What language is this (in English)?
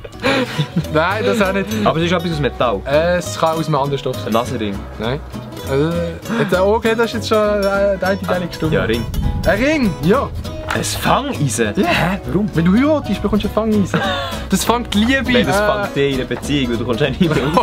Swiss German